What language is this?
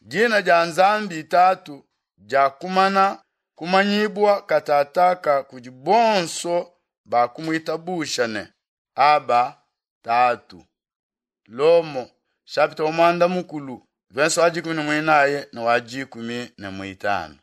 Luba-Lulua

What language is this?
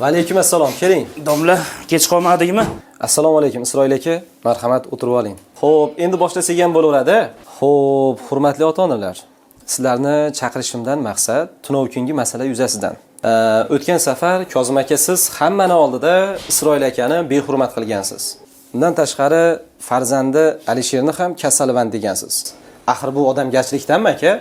Uzbek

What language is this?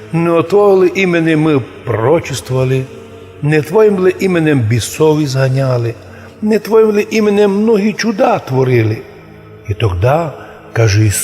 Rusyn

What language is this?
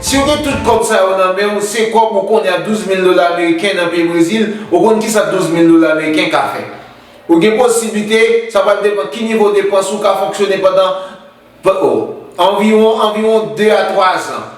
Haitian Creole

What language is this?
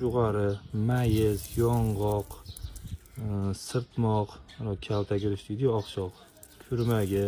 Uzbek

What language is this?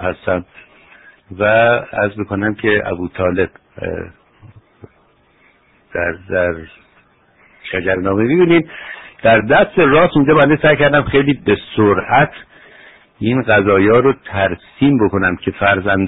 Persian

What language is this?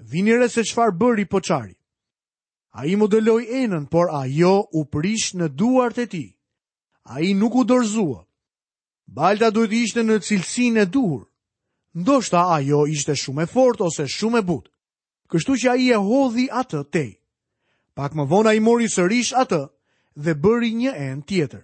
Albanian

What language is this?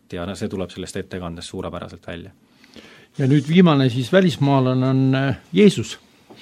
Estonian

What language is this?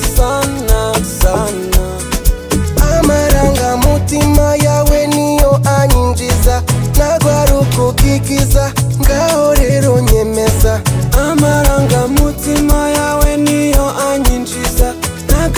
Kinyarwanda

